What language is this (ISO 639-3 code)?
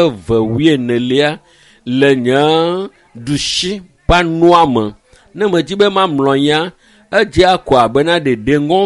ewe